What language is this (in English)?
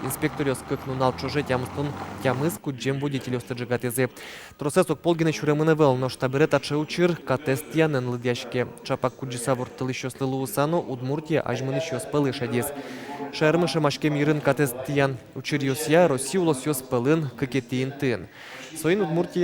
Udmurt